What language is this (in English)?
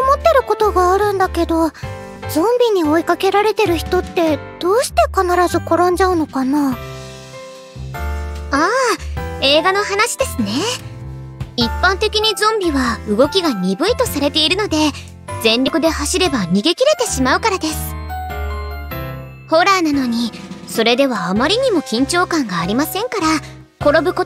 Japanese